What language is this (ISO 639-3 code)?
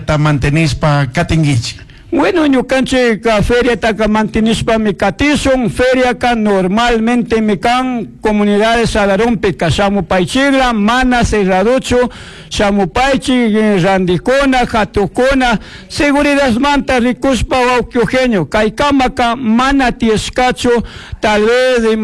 qug